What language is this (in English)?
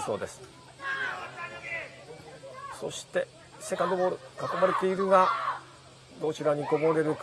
Japanese